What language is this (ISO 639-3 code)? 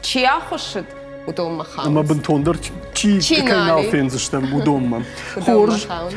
oss